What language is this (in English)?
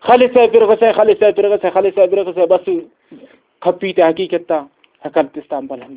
Brahui